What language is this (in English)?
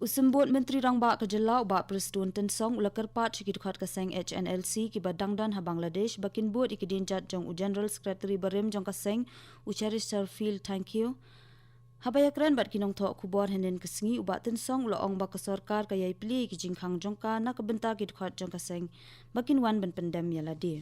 Khasi